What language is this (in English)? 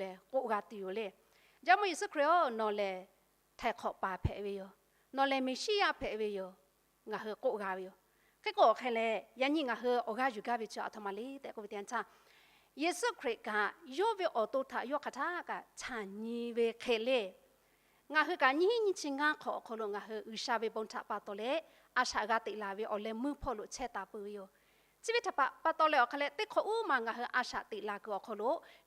Lahu